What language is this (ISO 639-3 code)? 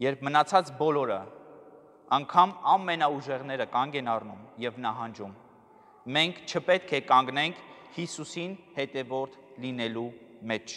hye